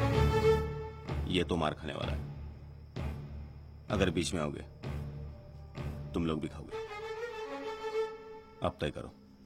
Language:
Hindi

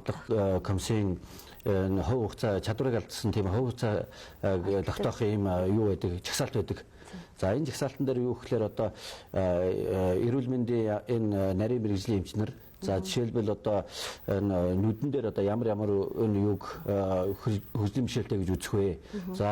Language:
Mongolian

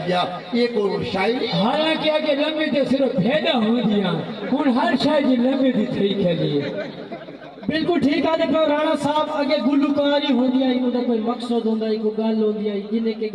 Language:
Saraiki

